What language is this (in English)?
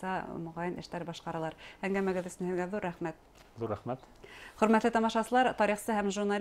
Bashkir